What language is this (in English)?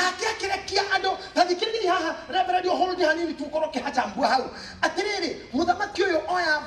Kikuyu